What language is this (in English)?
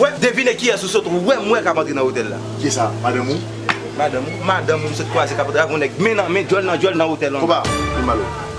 Haitian Creole